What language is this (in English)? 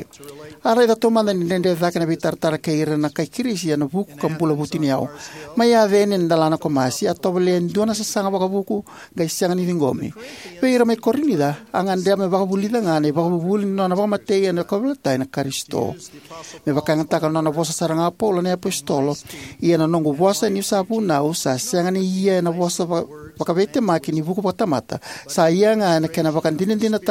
Fijian